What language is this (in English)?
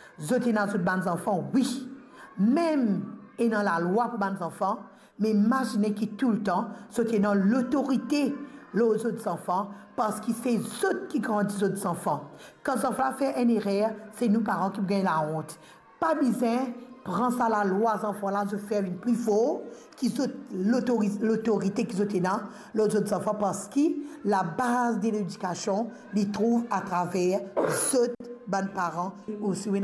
Morisyen